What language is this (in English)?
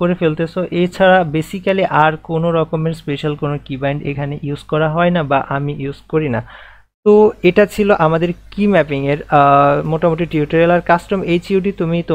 Bangla